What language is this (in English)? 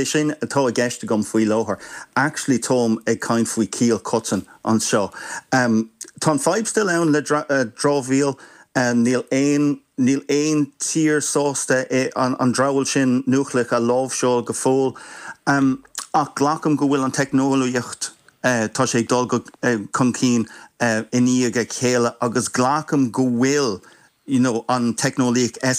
Irish